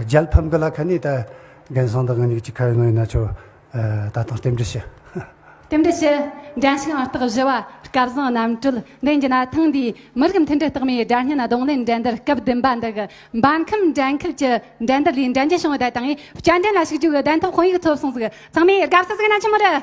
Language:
Tibetan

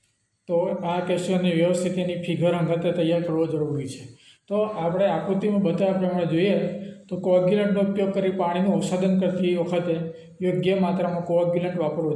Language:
Gujarati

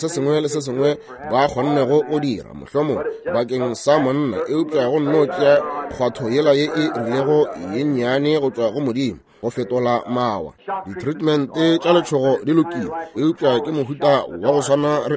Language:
Northern Sotho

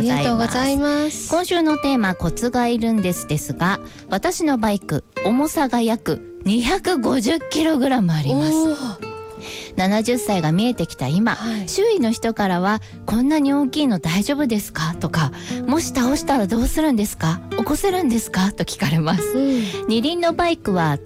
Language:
Japanese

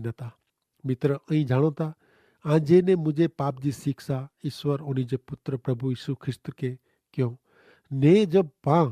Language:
Kachhi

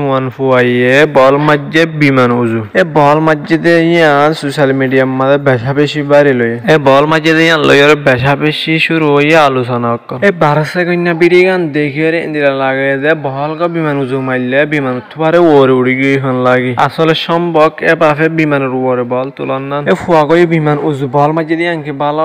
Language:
Rohingya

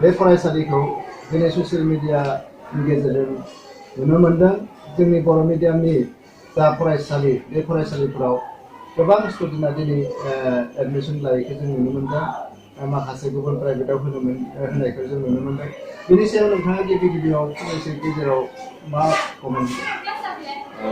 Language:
Bodo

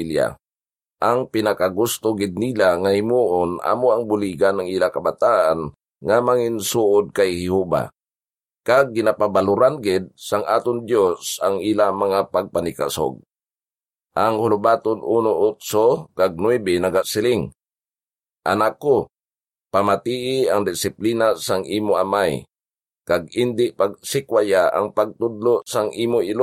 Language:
Hiligaynon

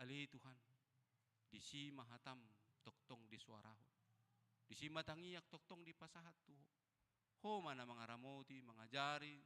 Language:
Batak Toba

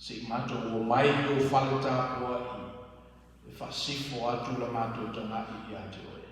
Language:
Samoan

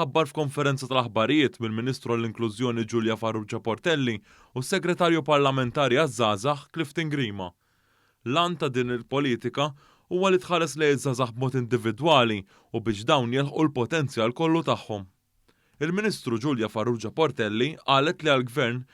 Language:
Maltese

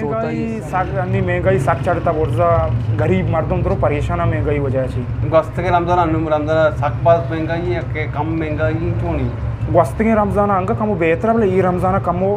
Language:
Eastern Balochi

